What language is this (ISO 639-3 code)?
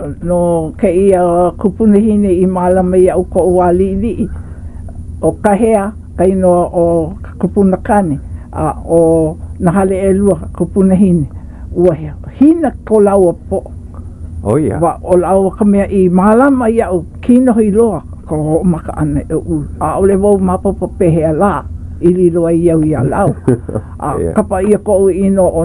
haw